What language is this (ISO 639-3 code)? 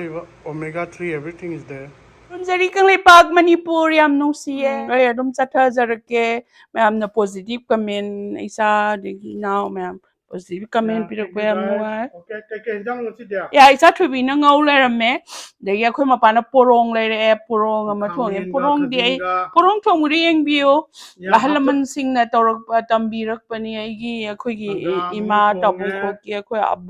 mni